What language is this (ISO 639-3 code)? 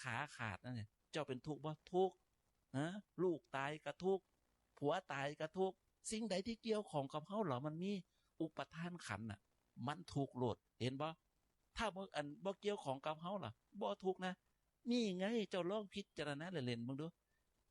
tts